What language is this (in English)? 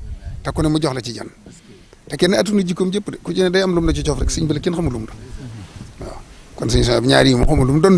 Wolof